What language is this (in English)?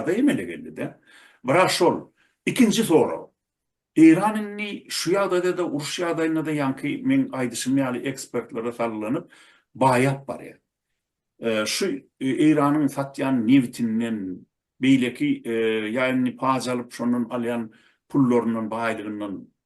Turkmen